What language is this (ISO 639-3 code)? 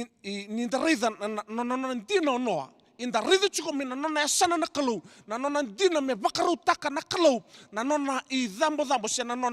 fij